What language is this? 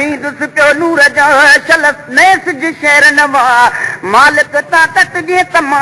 Sindhi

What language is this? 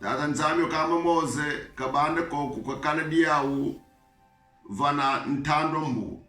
Kongo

